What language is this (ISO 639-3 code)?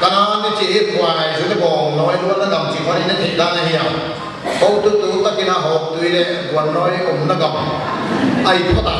pck